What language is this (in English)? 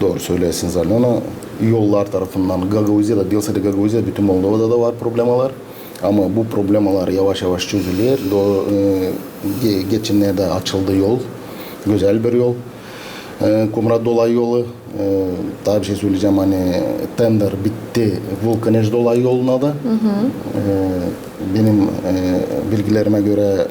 Gagauz